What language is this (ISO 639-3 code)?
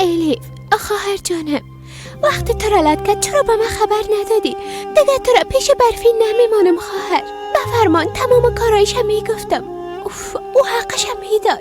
fas